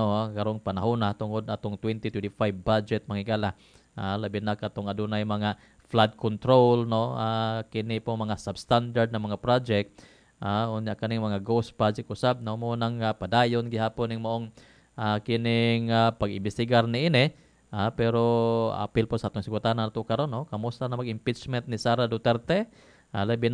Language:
Cebuano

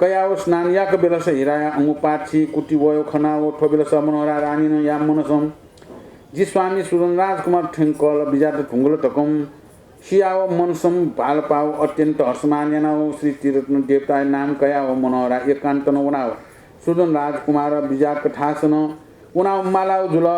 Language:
Newari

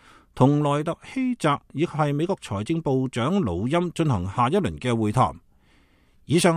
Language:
Cantonese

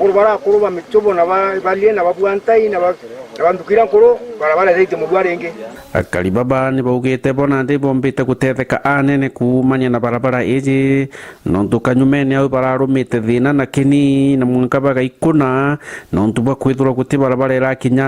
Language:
Meru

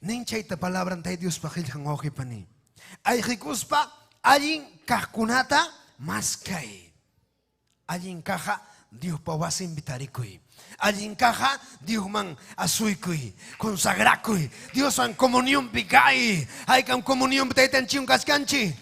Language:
Ayacucho Quechua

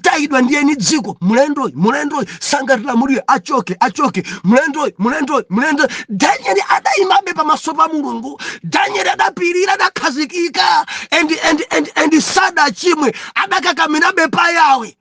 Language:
Nyanja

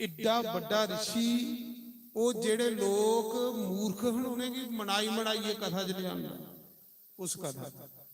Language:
Dogri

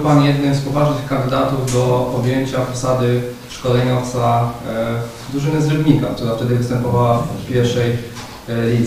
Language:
Polish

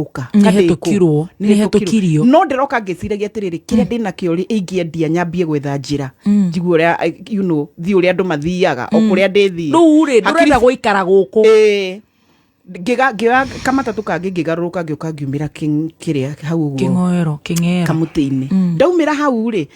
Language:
Kikuyu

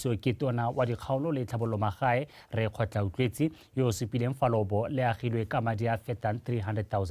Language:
Tswana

